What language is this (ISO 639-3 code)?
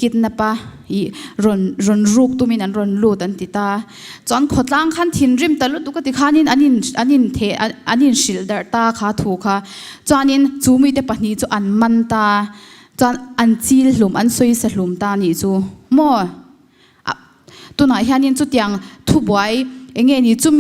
lus